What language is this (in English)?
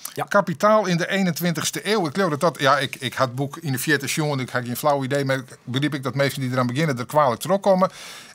Western Frisian